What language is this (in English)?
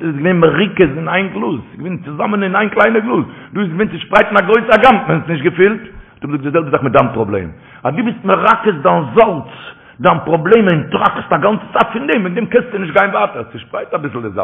Yiddish